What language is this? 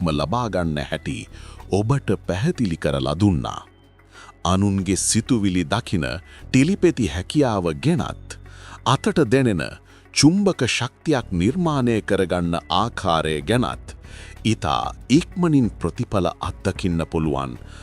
Sinhala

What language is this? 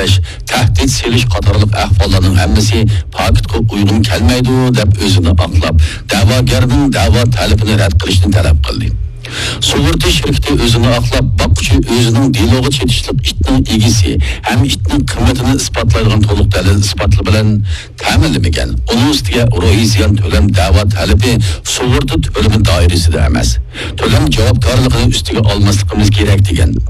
Uyghur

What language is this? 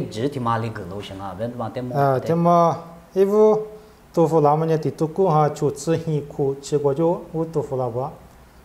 Lisu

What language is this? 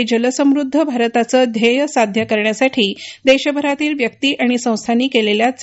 Marathi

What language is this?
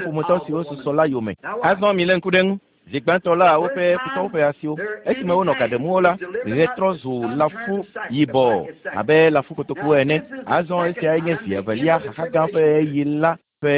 Ewe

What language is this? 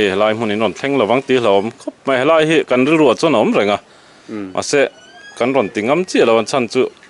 Mizo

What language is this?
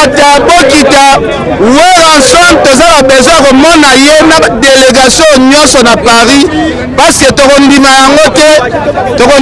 Lingala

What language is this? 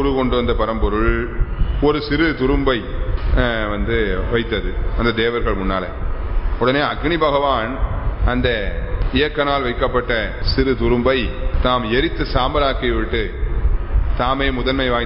Tamil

